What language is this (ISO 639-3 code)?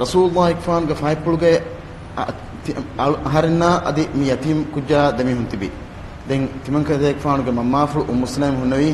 div